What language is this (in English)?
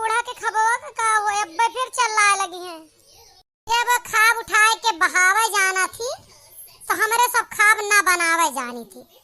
Awadhi